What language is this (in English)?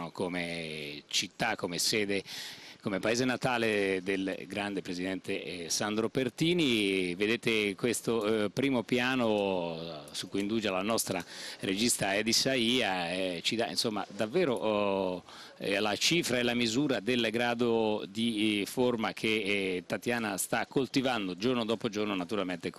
Italian